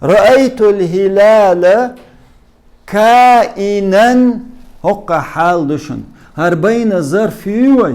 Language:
Chechen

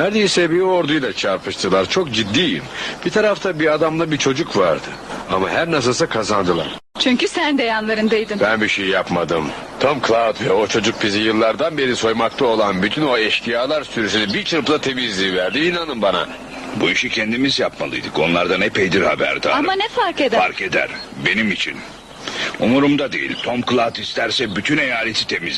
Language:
Turkish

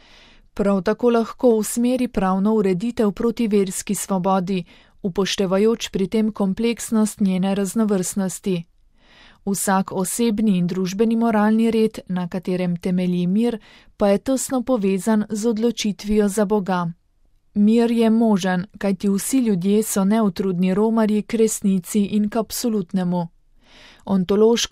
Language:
Slovenian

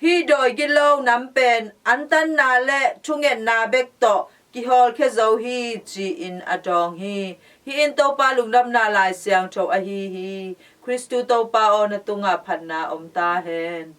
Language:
Tedim Chin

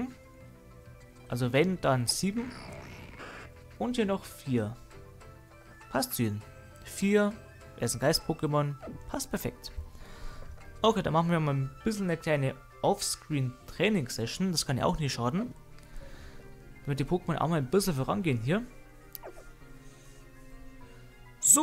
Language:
German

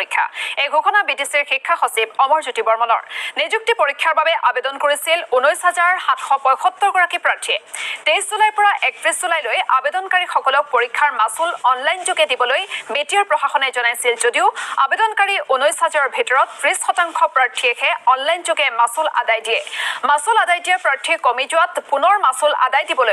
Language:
Assamese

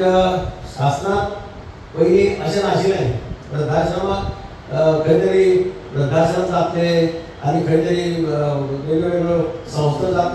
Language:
Konkani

